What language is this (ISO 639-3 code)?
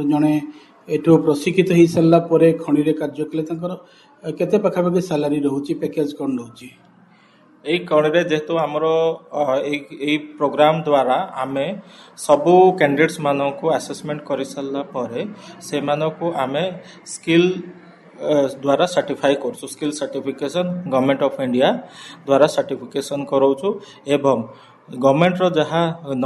ori